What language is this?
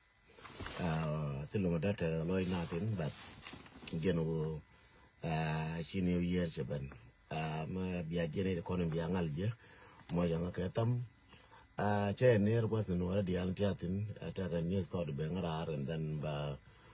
Nuer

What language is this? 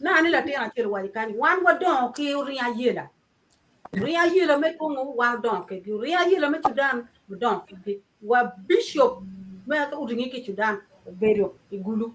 Acoli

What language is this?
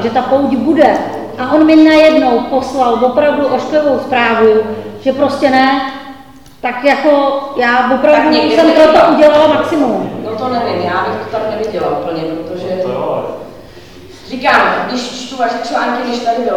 Czech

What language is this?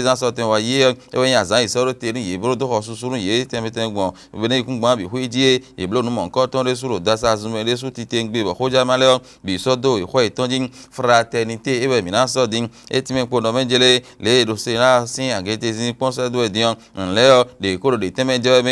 Fon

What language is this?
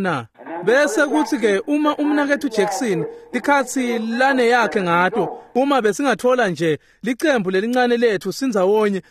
Swati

